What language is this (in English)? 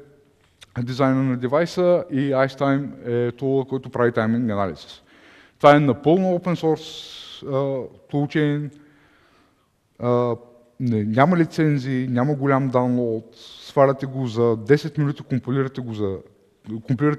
Bulgarian